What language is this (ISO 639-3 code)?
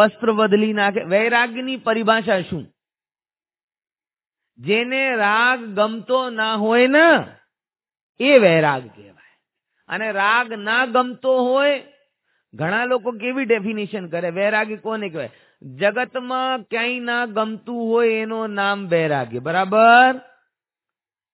guj